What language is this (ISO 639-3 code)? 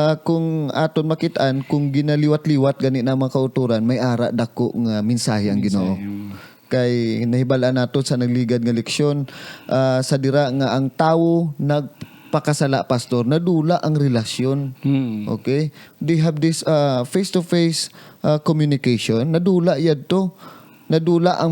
hil